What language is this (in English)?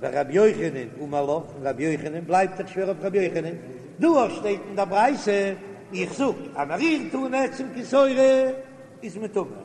Yiddish